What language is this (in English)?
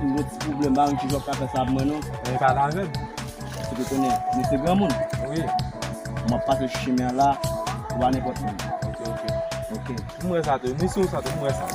Haitian Creole